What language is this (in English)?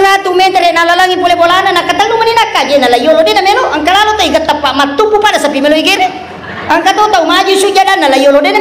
Buginese